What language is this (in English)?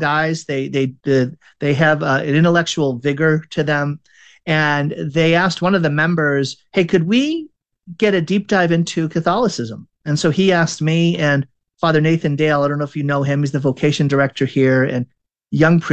English